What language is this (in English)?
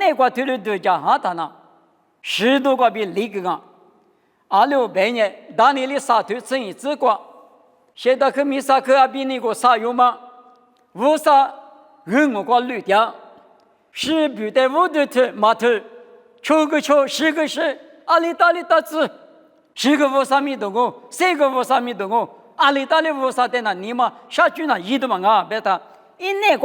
Lisu